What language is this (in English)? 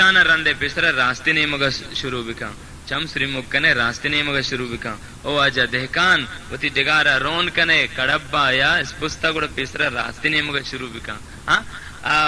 Baluchi